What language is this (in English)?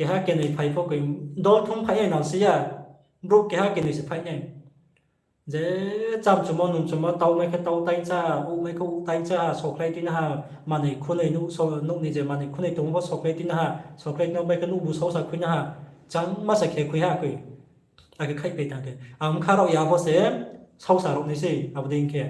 Riang (India)